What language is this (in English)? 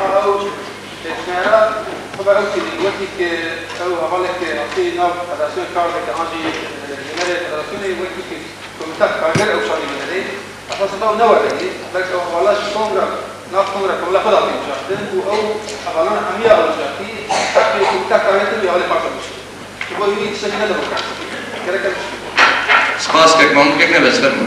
Kurdish